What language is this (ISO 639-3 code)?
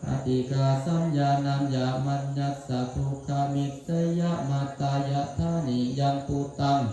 pli